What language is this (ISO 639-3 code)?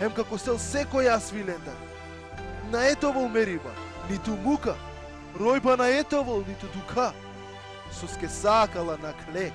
rmn